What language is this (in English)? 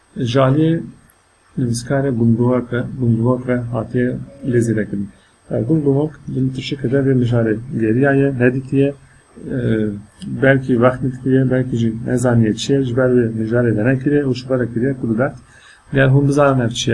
Kurdish